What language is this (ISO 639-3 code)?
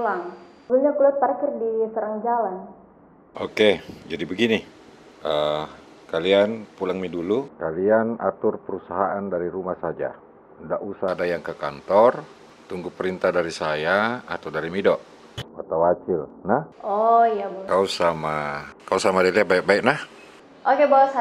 mfp